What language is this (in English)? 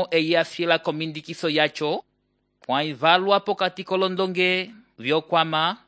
Umbundu